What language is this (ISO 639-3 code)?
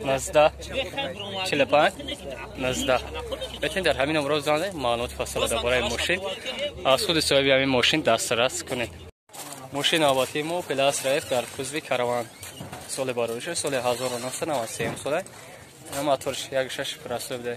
tgk